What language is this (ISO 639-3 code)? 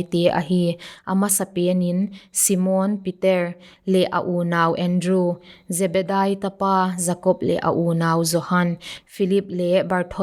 pck